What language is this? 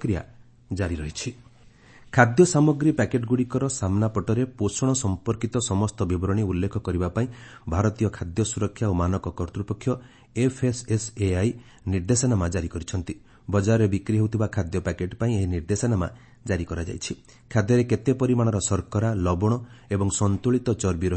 Odia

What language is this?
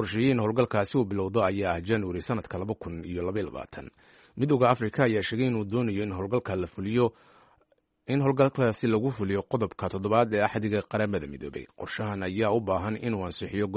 Somali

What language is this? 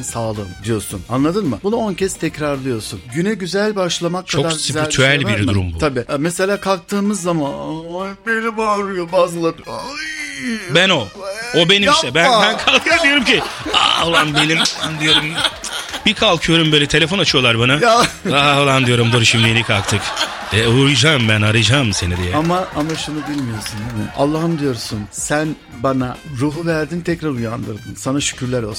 Turkish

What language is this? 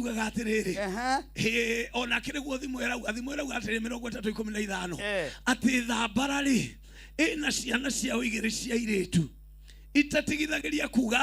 Kikuyu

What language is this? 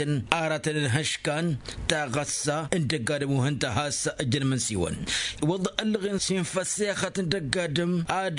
Tamasheq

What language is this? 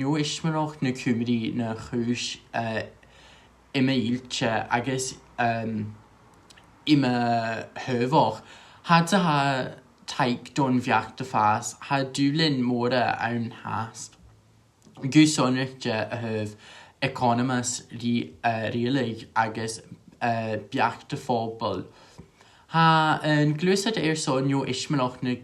Scottish Gaelic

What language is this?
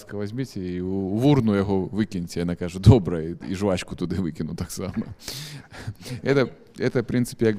Belarusian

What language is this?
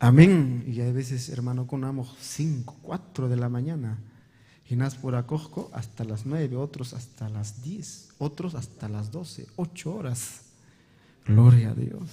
Ayacucho Quechua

